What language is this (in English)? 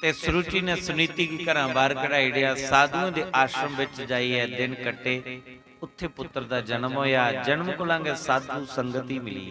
Dogri